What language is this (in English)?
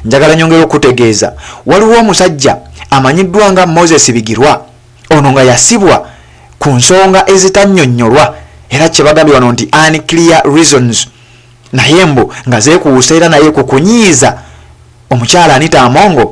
Ganda